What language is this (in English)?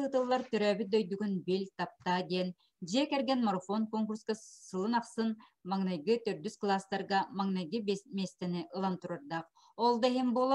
Yakut